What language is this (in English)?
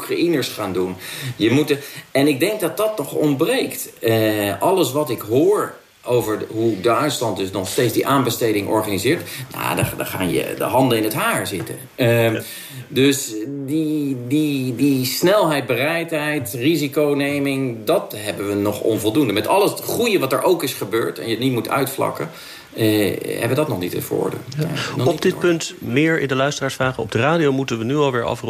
Dutch